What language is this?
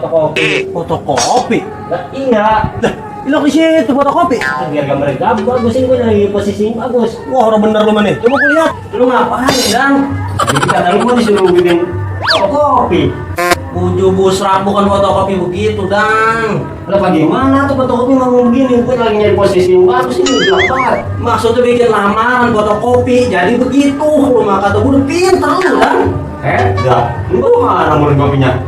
Betawi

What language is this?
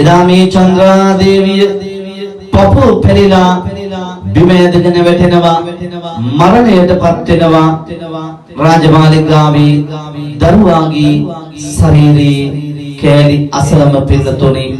Sinhala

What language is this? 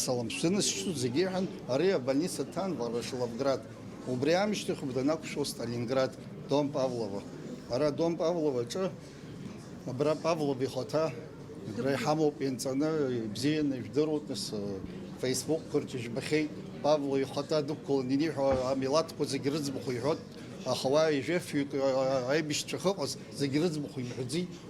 Abkhazian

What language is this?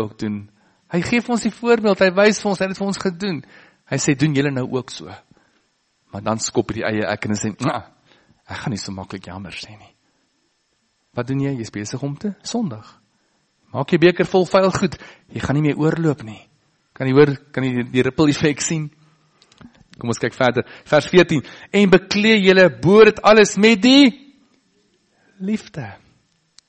Afrikaans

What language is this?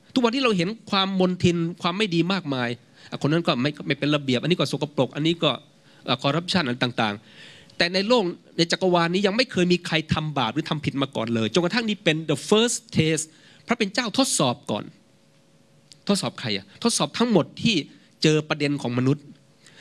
Thai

